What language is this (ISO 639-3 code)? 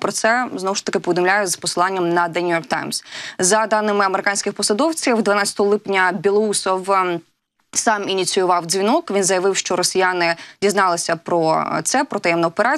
ukr